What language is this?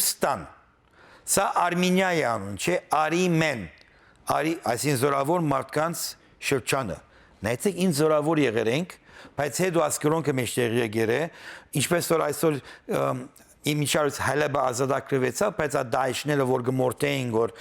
Western Armenian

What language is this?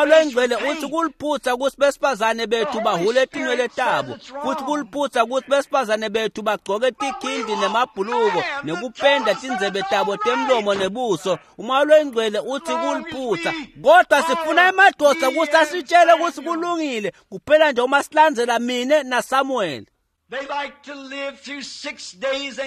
Swati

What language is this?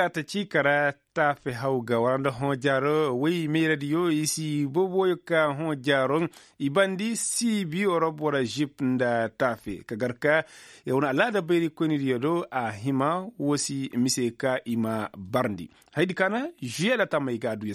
Koyraboro Senni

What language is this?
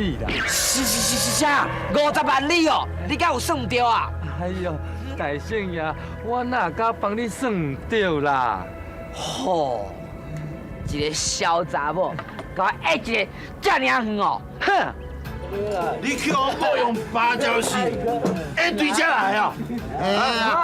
Min Nan Chinese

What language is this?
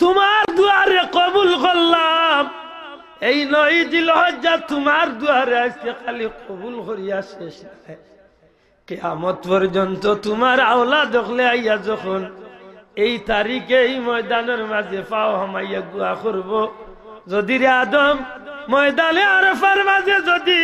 Sylheti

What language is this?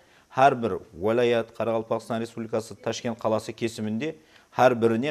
Kara-Kalpak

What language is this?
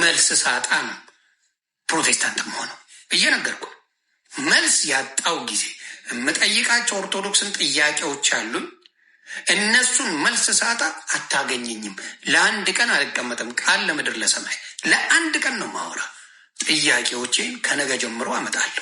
Amharic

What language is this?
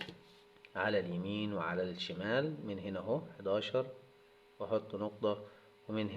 Egyptian Arabic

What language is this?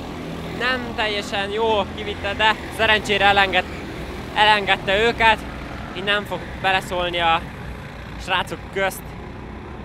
Hungarian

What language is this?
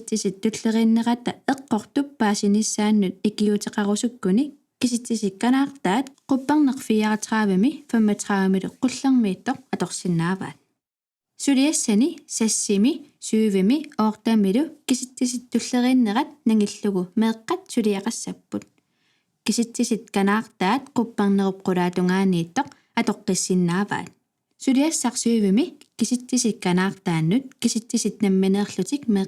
Kalaallisut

